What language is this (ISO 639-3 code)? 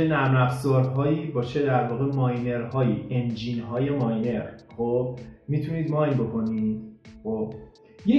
fas